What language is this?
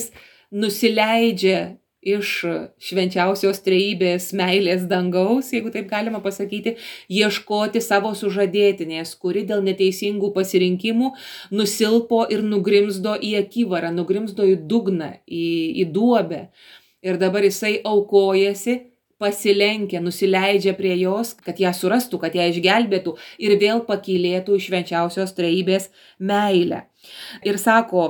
Lithuanian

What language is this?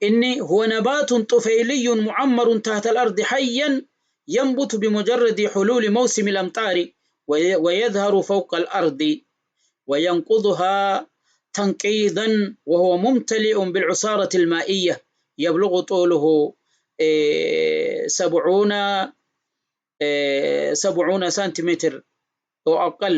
Oromo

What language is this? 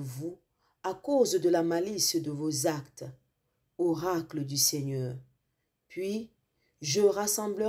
French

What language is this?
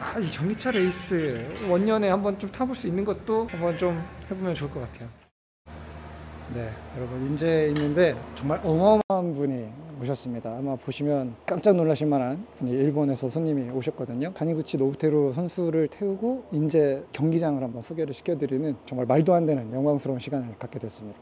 Korean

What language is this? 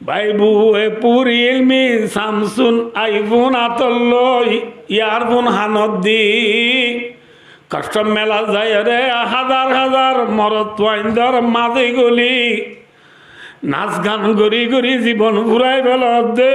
Rohingya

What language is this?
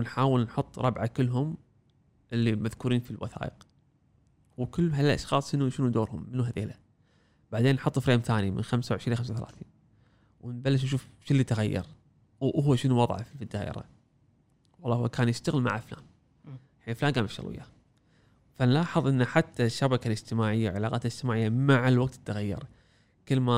Gulf Arabic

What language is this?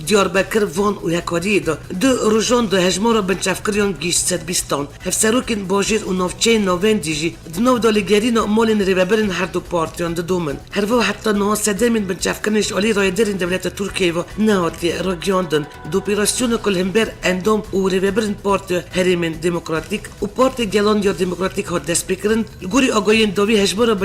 Kurdish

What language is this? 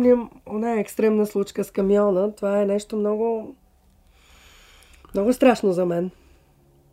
Bulgarian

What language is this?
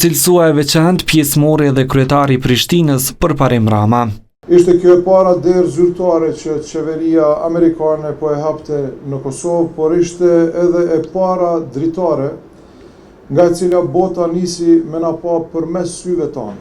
Albanian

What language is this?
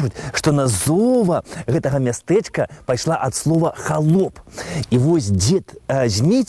Belarusian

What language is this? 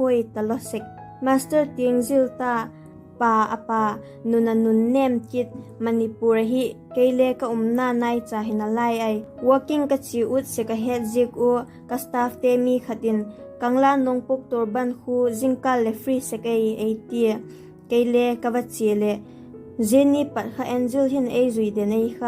Vaiphei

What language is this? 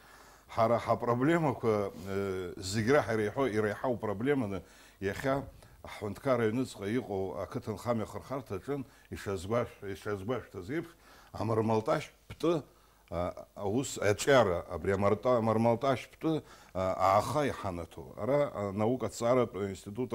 Abkhazian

